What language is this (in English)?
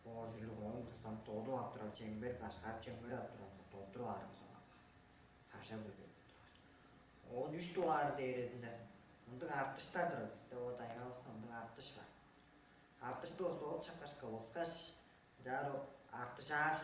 Tuvinian